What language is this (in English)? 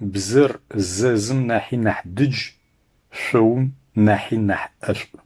Adyghe